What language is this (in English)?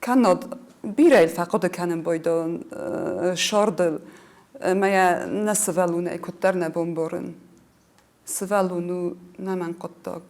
Ossetic